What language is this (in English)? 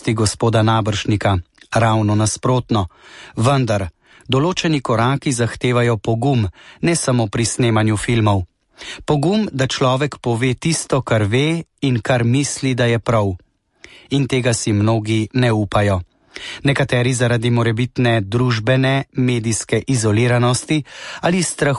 Slovenian